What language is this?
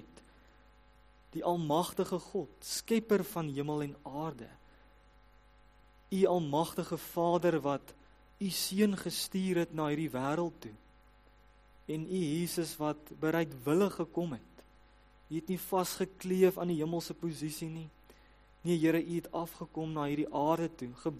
Afrikaans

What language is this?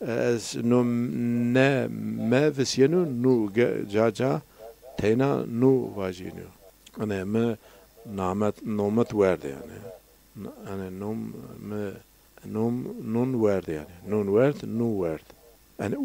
Zaza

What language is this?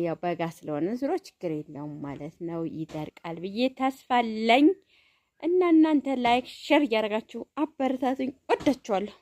Amharic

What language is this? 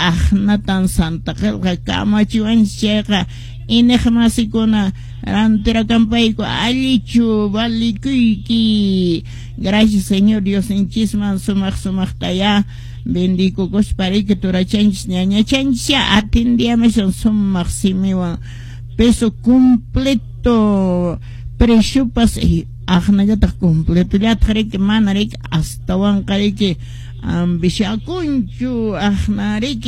Quechua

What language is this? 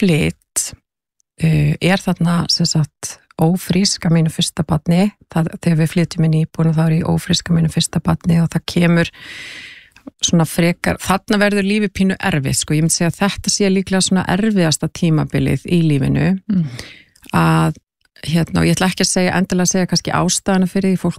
Icelandic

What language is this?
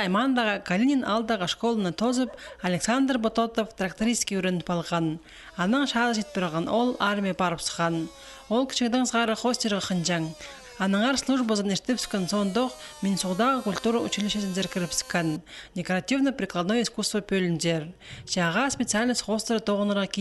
Khakas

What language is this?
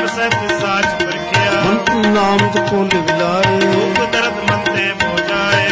Punjabi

